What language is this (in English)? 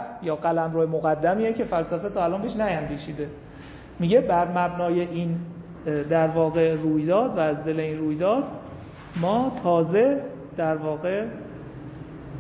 Persian